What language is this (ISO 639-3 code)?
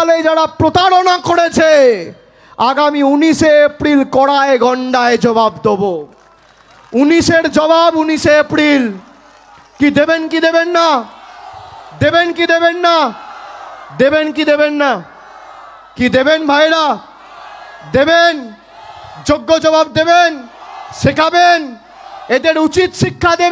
ben